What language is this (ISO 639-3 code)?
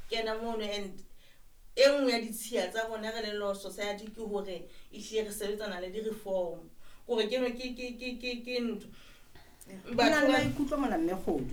sot